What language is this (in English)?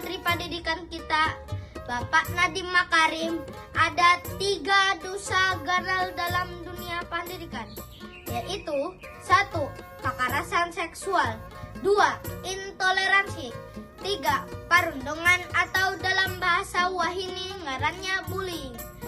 Banjar